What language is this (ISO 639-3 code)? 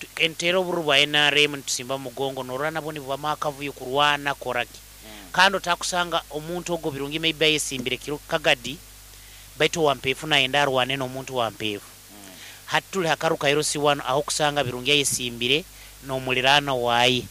nyo